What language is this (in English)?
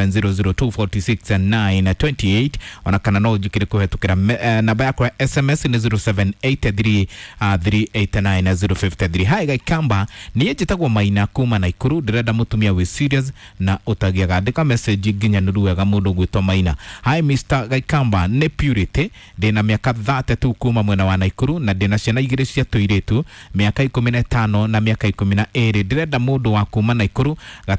Kikuyu